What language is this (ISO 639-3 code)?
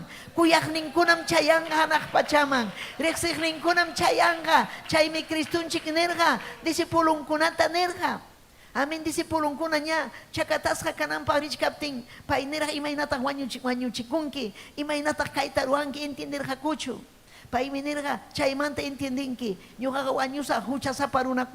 quy